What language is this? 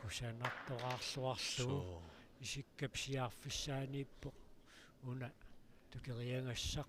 Kalaallisut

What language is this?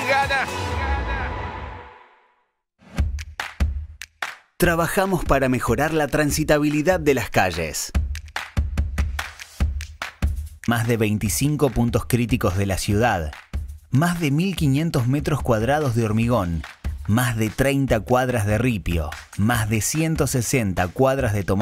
Spanish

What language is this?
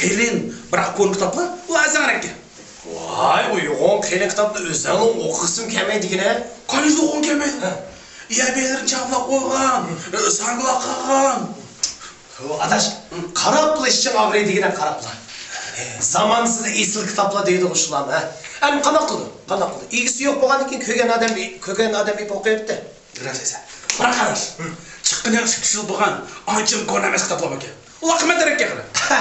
Uyghur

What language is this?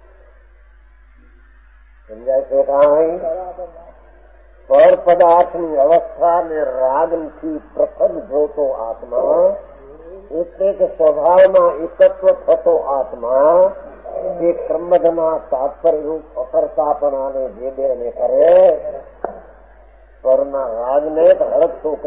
Gujarati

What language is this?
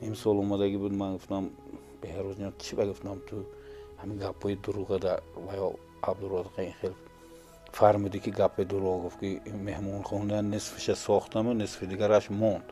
Tajik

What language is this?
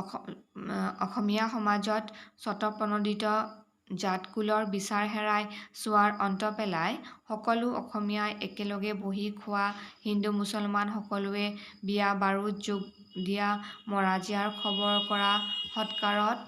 Assamese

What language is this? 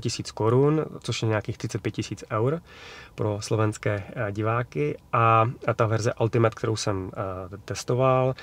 Czech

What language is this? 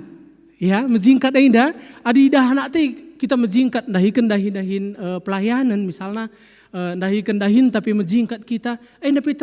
Batak Karo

